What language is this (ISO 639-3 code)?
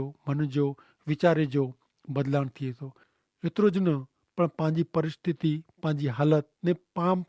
kfr